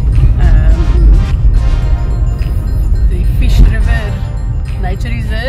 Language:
Afrikaans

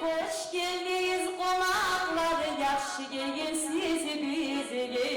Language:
Kumyk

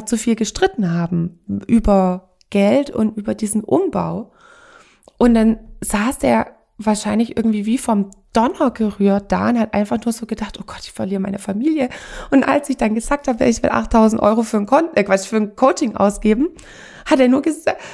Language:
German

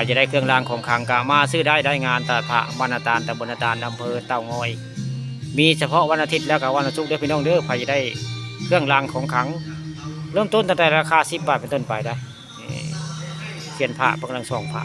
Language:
Northeastern Thai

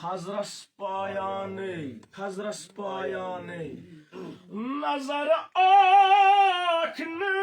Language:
Kashmiri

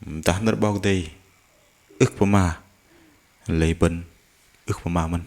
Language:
Bahnar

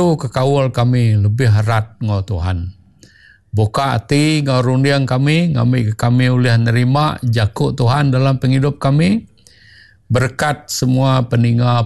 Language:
Iban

